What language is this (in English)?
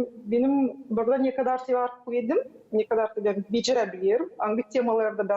Gagauz